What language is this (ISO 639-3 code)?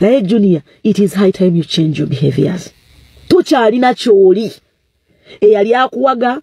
lug